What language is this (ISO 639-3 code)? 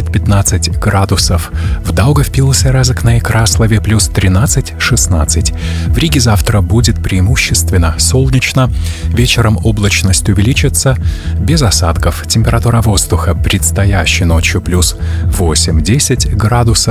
rus